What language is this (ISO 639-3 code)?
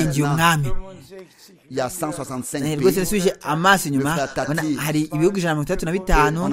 kin